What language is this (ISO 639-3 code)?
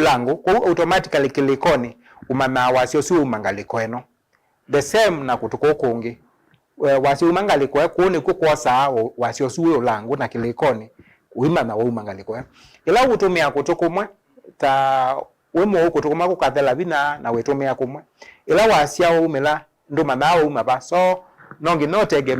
kam